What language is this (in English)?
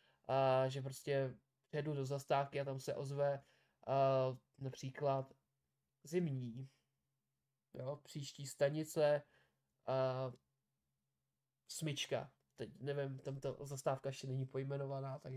Czech